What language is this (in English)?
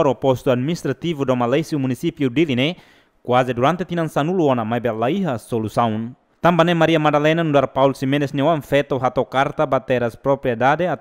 Tetum